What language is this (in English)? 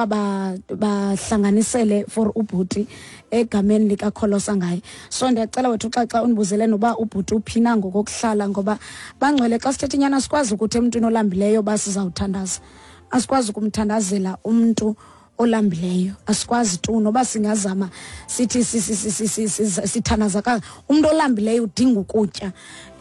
Xhosa